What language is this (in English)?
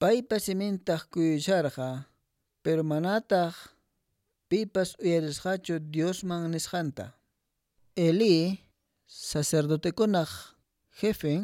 Quechua